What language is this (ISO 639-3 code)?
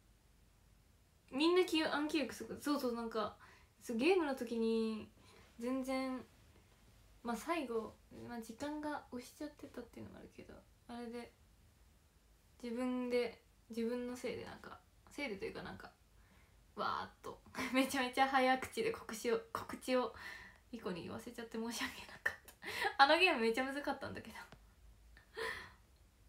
jpn